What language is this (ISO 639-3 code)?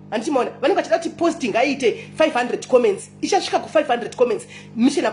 sna